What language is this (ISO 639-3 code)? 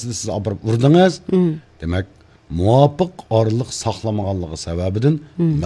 uig